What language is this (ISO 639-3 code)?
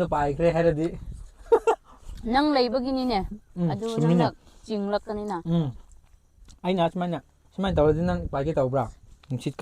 mni